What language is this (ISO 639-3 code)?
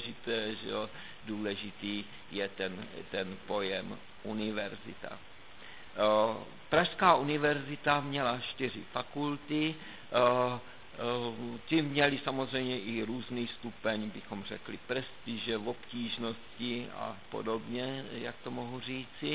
ces